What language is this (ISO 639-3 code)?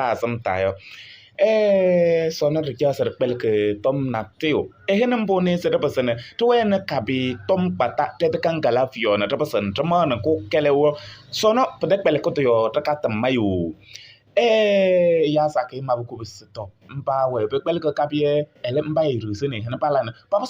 kbp